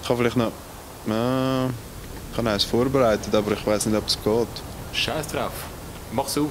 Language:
Swiss German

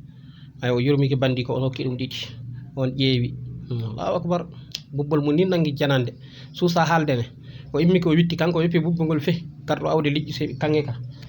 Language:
Fula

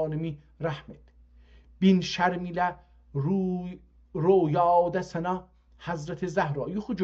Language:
South Azerbaijani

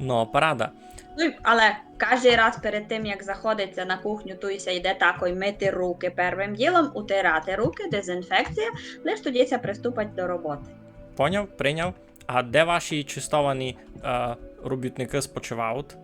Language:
Rusyn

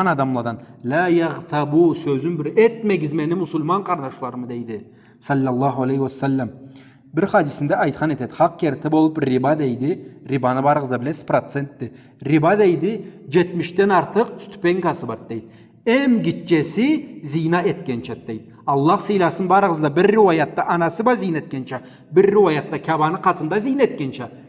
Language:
Karachay-Balkar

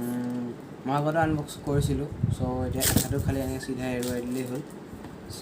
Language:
Assamese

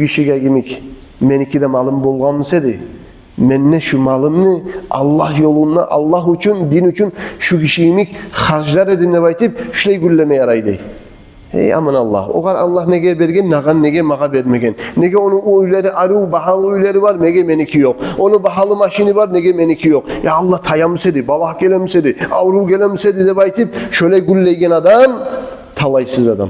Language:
Kumyk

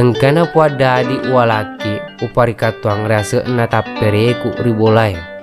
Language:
Buginese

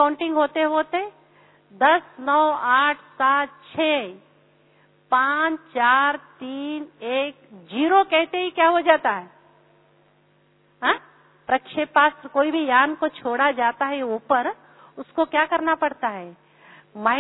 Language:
Hindi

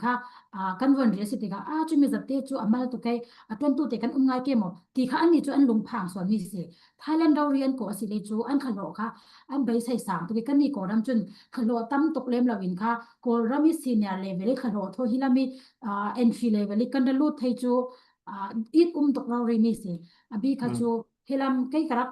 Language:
Falam Chin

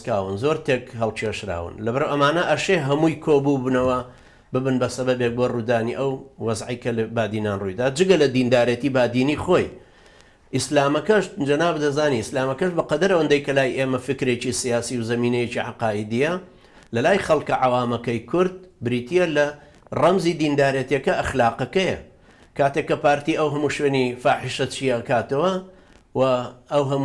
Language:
Central Kurdish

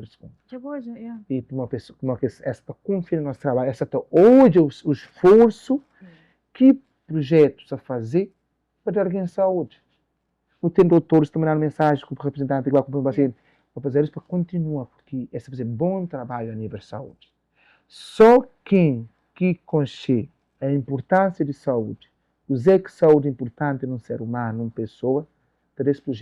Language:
Kabuverdianu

